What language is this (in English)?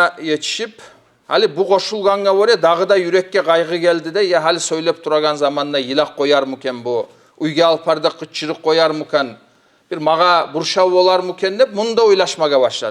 Kumyk